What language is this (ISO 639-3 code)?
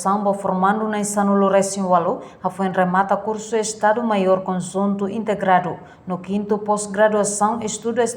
tet